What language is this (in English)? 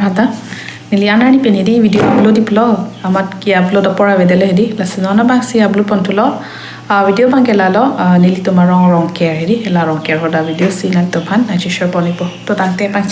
Karbi